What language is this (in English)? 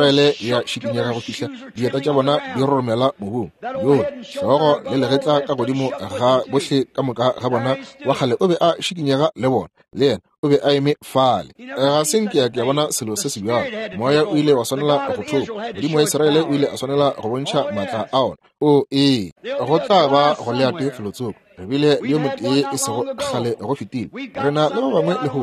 Northern Sotho